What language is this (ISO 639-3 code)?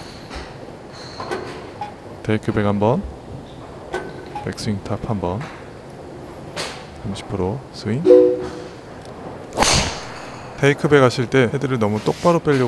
kor